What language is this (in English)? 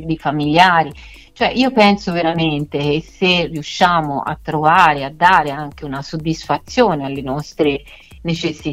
Italian